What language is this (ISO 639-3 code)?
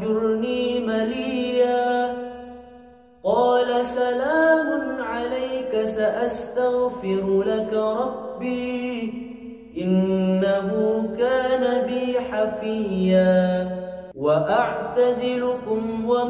ara